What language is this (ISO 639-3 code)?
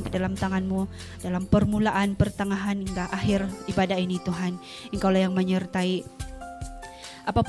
ind